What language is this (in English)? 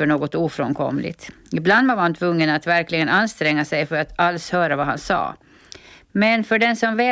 Swedish